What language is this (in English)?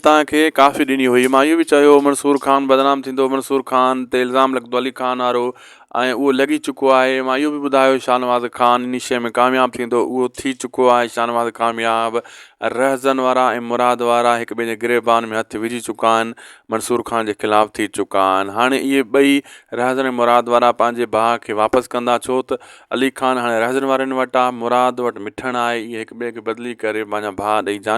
Sindhi